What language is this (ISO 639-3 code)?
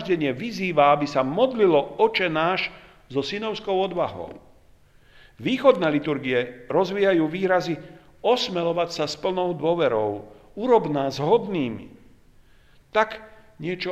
slk